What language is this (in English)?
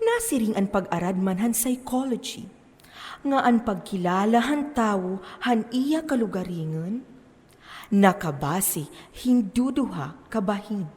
Waray